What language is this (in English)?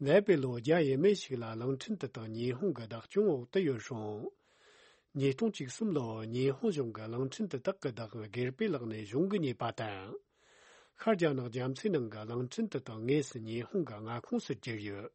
Tibetan